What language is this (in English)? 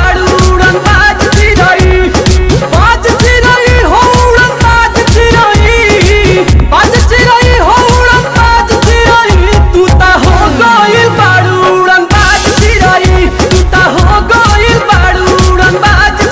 Bhojpuri